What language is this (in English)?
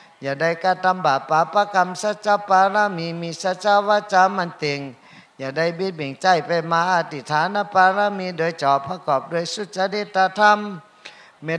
Shan